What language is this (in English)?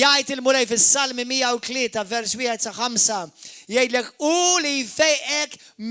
Maltese